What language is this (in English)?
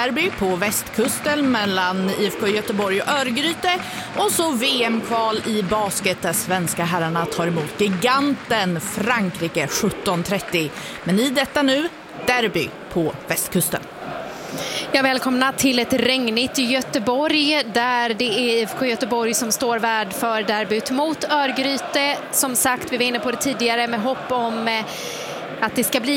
Swedish